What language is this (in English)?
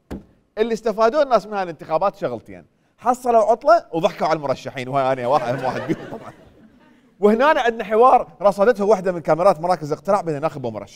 Mesopotamian Arabic